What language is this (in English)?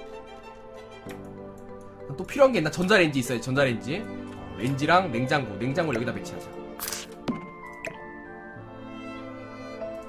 Korean